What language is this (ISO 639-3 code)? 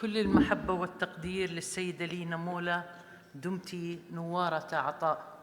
apc